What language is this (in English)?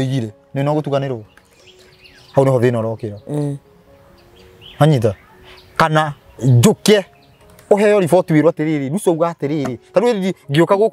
Kikuyu